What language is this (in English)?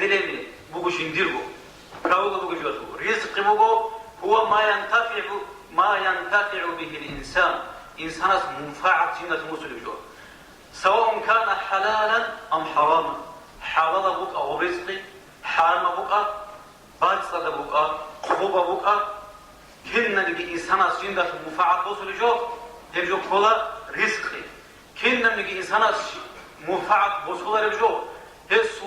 Avaric